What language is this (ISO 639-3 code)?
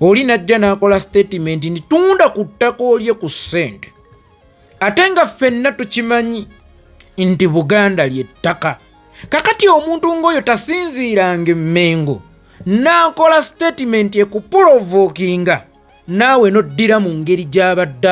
lug